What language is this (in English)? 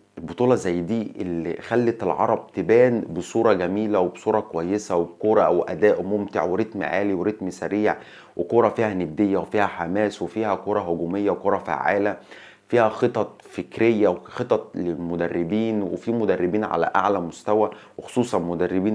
Egyptian Arabic